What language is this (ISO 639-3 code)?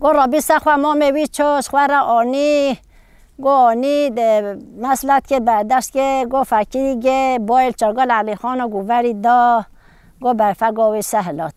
kur